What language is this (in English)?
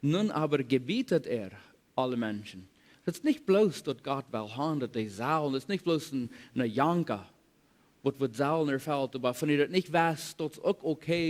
Plautdietsch